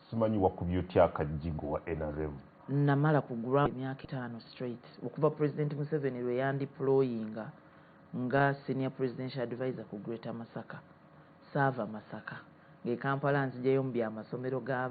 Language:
Ganda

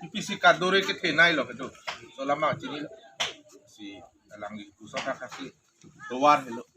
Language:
Karbi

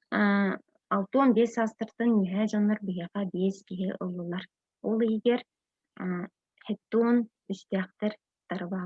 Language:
Yakut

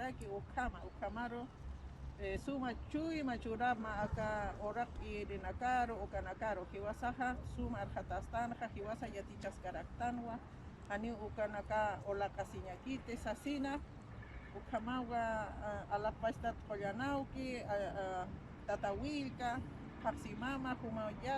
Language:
Aymara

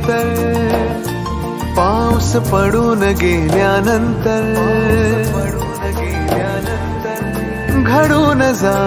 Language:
Marathi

